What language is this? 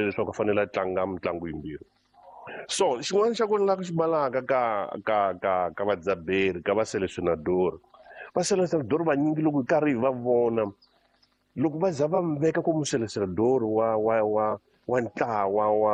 Tsonga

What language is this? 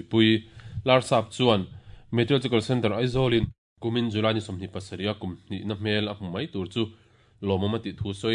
Mizo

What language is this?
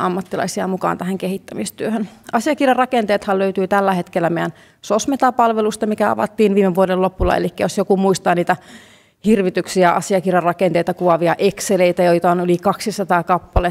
Finnish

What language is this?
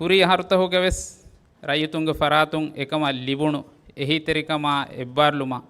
Divehi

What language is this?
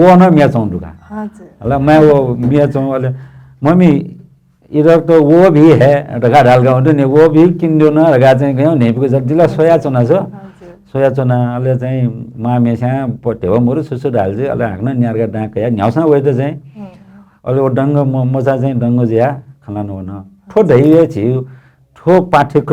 Newari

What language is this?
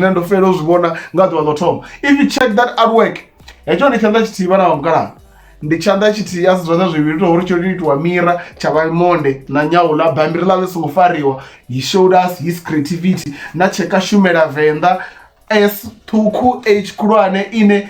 Venda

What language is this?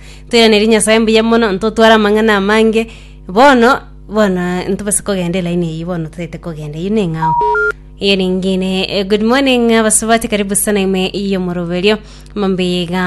Gusii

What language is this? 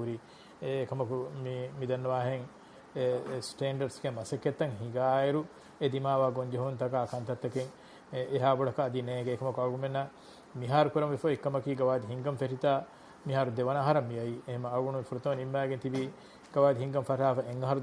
Divehi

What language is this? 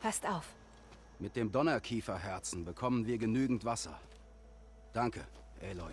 Bavarian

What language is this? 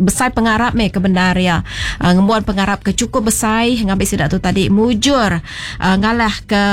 Iban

